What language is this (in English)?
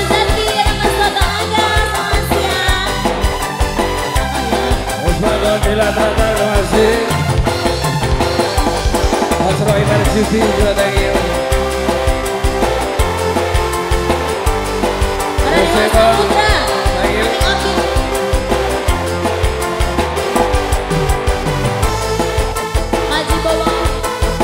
Indonesian